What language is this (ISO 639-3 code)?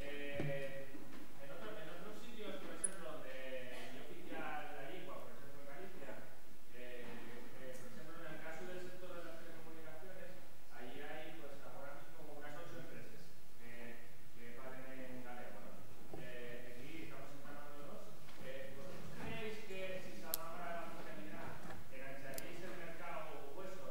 ast